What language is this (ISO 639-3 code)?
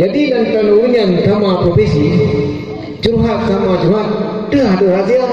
ace